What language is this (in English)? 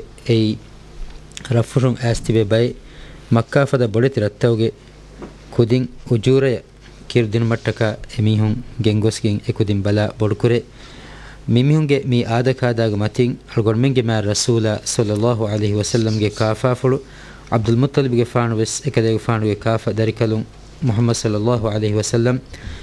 Divehi